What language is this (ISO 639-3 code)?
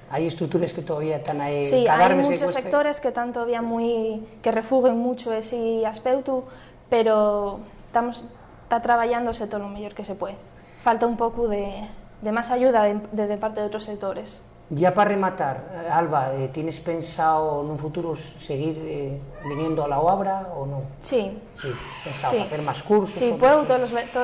ast